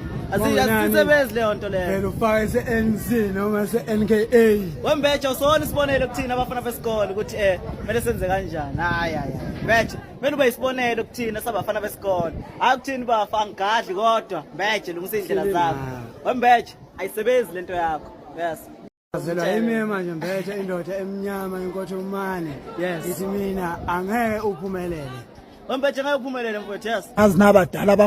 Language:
Zulu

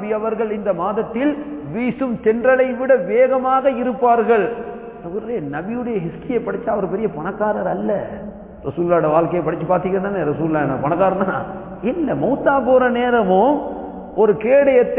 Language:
Tamil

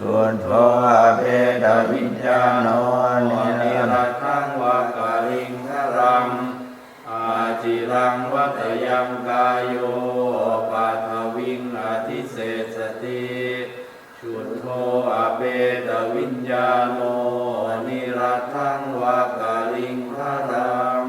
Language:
Pali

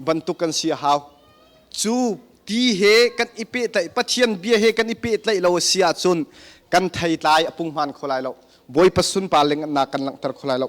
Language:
Hakha Chin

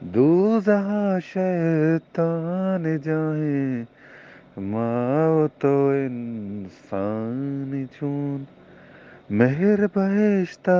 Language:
Eastern Balochi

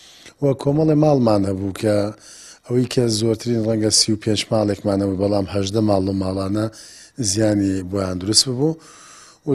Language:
Central Kurdish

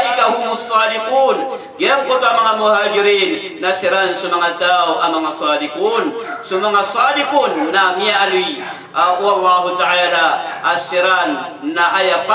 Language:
Maranao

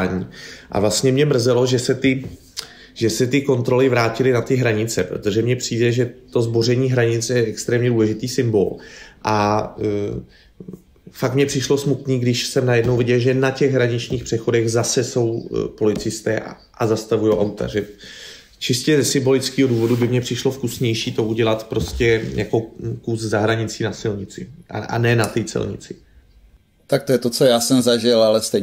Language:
Czech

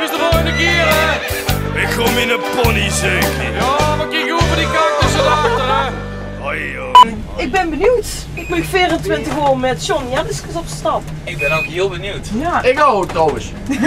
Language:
Limburgish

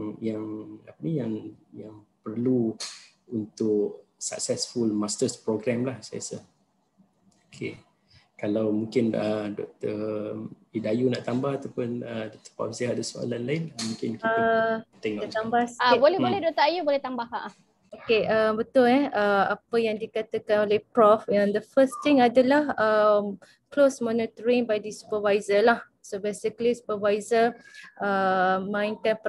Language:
Malay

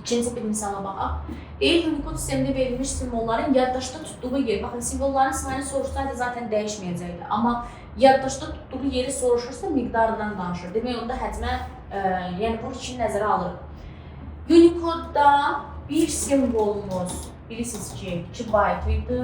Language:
Azerbaijani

